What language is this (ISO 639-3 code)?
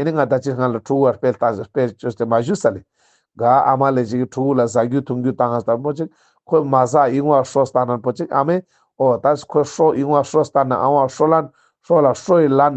lbj